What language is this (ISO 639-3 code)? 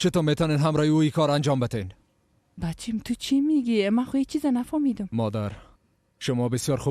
fas